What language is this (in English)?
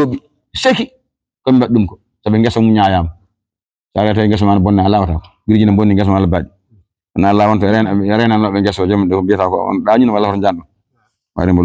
Fula